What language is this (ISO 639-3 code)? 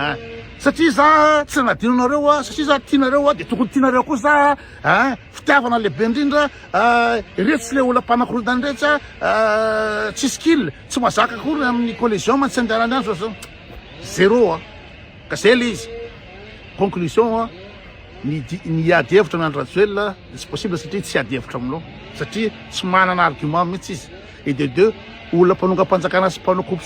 mlg